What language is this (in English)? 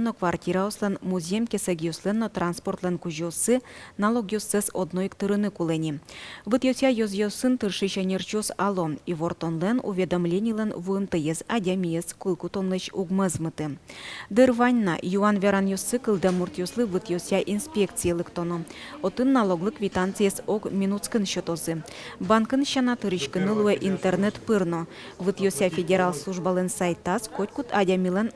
Udmurt